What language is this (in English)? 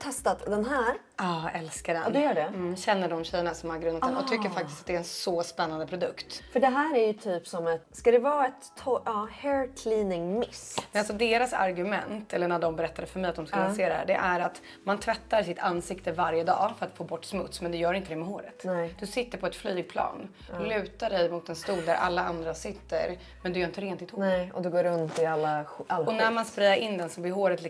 Swedish